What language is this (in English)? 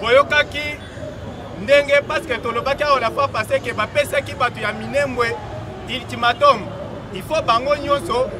Lingala